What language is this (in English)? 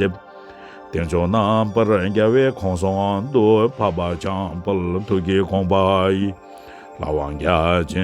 Tibetan